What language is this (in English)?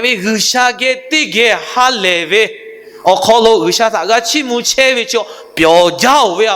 Lahu